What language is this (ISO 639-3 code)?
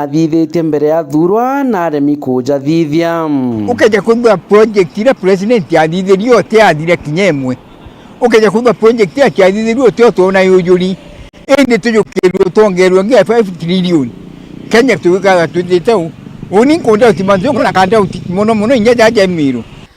mer